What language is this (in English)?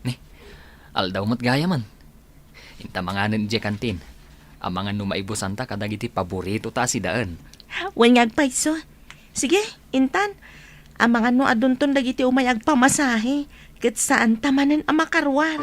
Iloko